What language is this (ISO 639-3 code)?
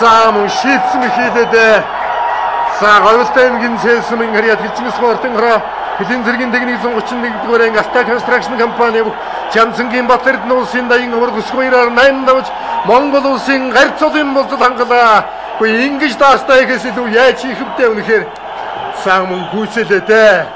mon